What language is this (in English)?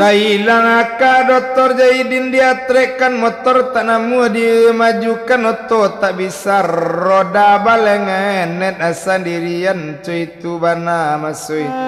Minangkabau